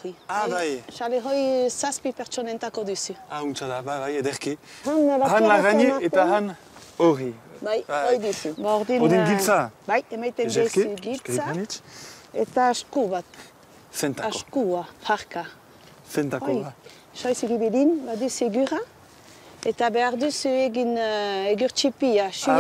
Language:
Basque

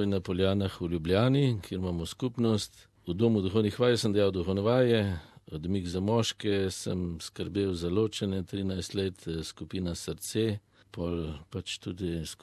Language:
Slovenian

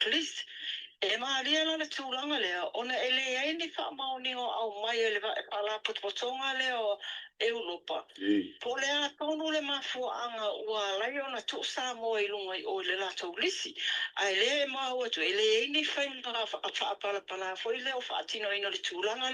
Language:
Samoan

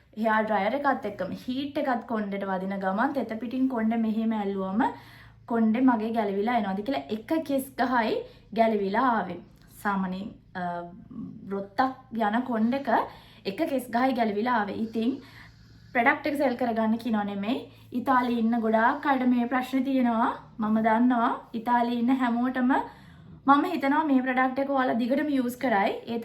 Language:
Sinhala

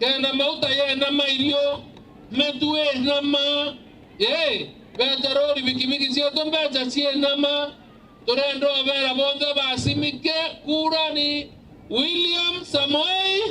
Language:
Meru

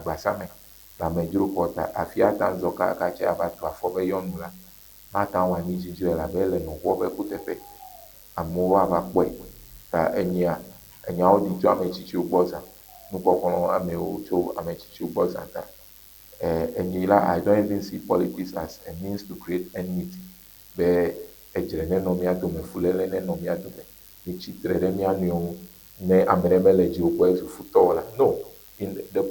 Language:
Ewe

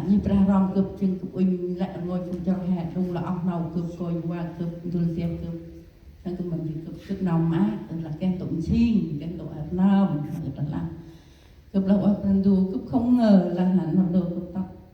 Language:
Central Mnong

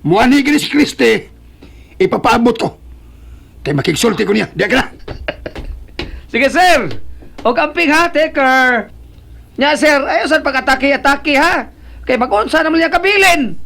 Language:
Cebuano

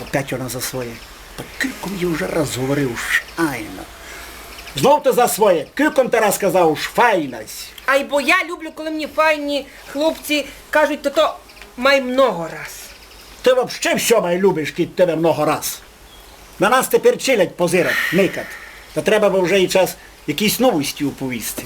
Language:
Rusyn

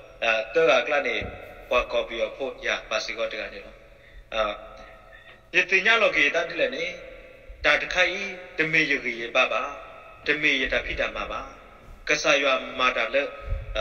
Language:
S'gaw Karen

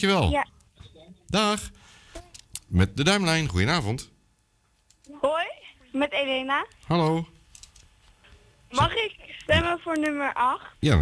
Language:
Dutch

